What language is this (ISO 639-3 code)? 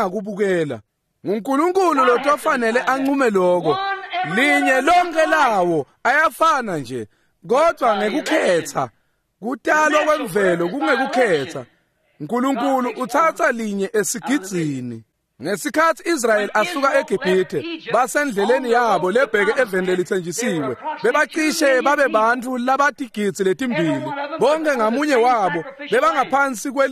ssw